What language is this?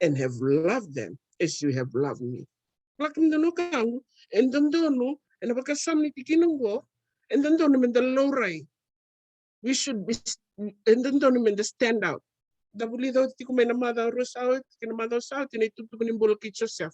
Fijian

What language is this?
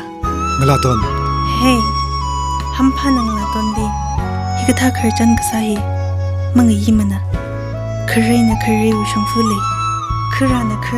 Tangkhul Naga (India)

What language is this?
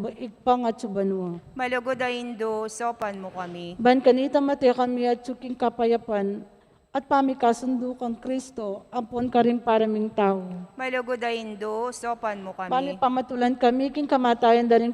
Pampanga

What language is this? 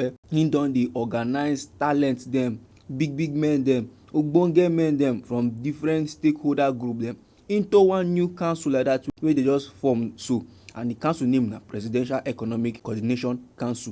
Nigerian Pidgin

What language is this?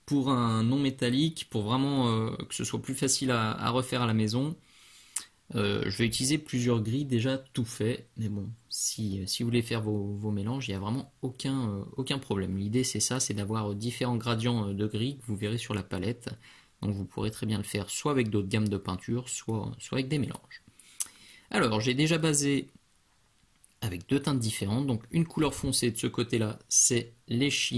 French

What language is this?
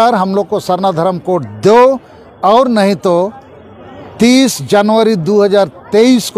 Santali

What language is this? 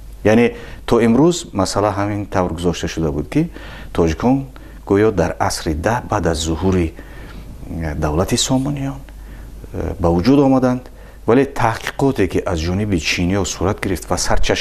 Tajik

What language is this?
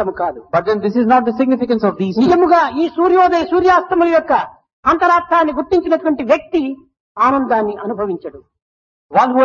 Telugu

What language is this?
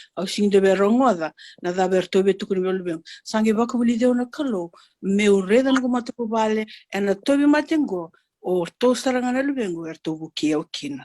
Fijian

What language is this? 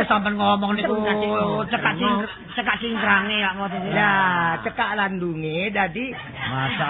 Javanese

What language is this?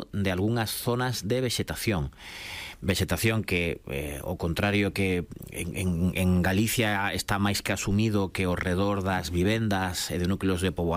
Galician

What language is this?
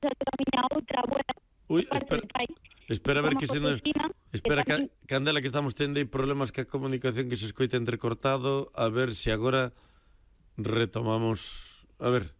Galician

